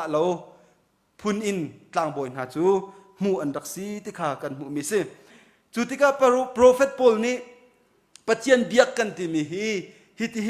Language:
Hakha Chin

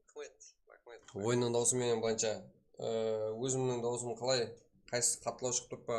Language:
Kara-Kalpak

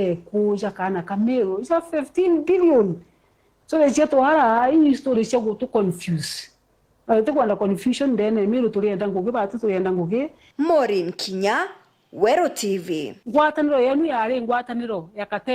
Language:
Meru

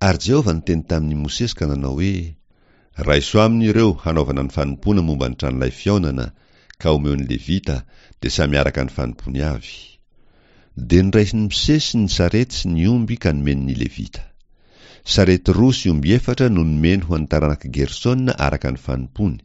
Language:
Malagasy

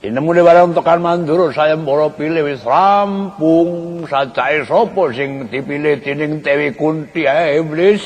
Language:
Javanese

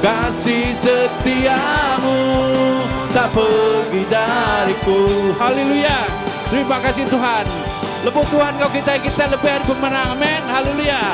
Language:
Iban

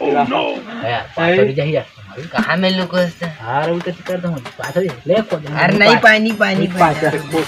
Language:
Chhattisgarhi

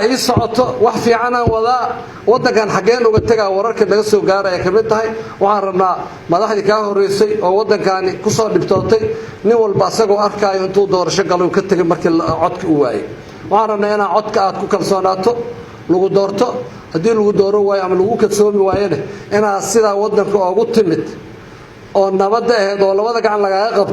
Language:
Somali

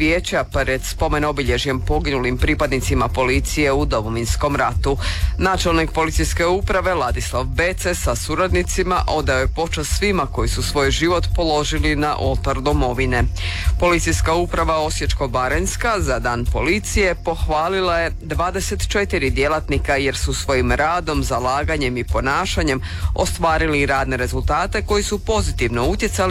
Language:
Croatian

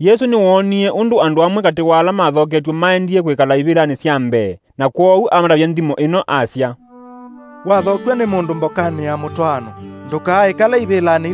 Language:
Kamba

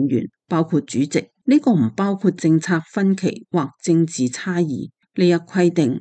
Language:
Cantonese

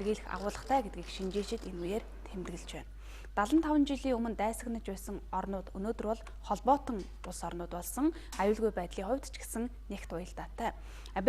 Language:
Mongolian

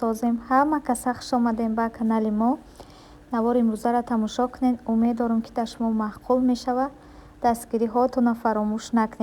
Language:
Tajik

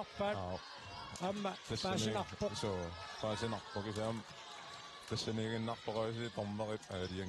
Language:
Kalaallisut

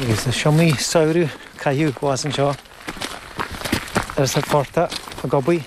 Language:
Irish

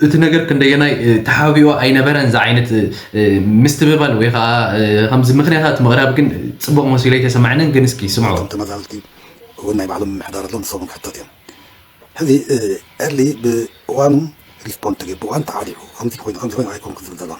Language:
Tigrinya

